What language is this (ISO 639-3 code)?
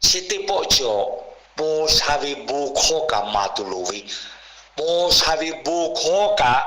lhu